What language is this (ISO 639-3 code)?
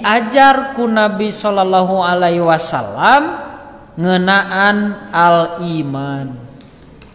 sun